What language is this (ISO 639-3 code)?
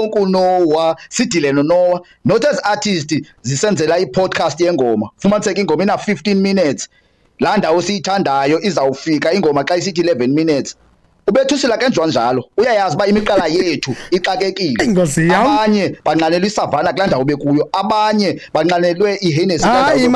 xho